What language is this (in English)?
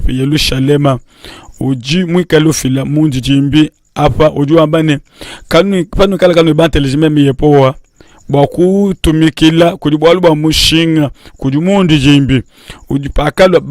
Luba-Lulua